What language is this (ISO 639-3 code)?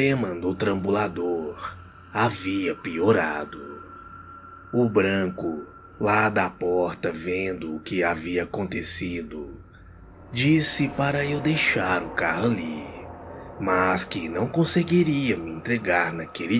por